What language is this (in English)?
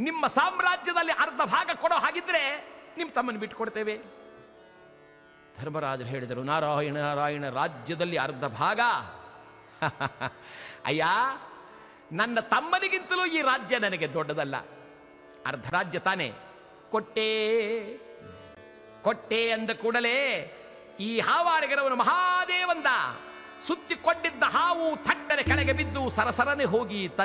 Kannada